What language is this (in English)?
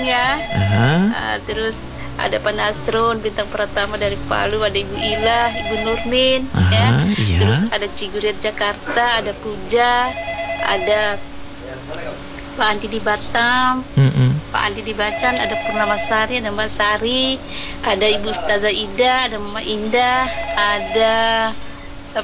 Indonesian